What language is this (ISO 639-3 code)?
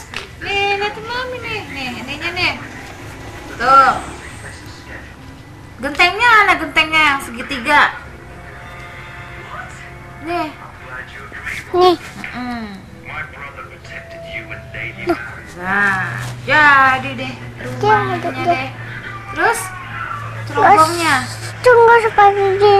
ind